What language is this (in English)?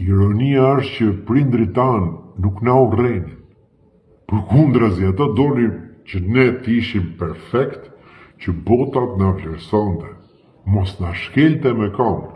Albanian